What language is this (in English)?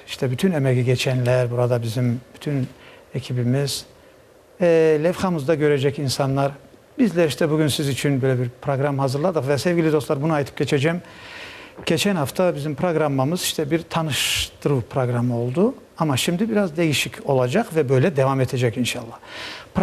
Crimean Tatar